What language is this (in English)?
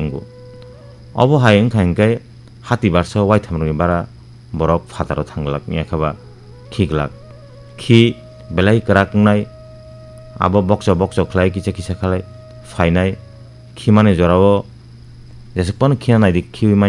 Kok Borok